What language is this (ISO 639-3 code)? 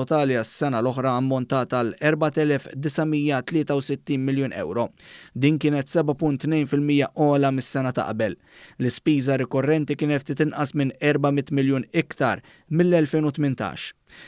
mlt